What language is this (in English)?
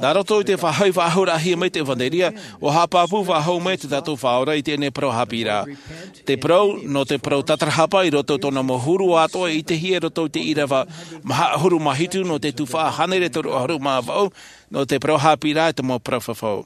Tahitian